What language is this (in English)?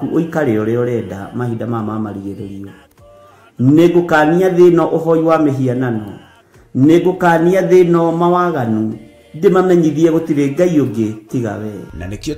Kikuyu